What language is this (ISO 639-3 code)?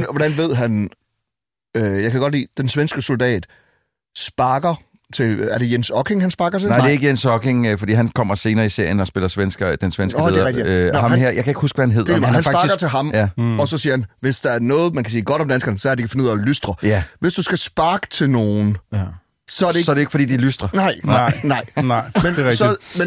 dan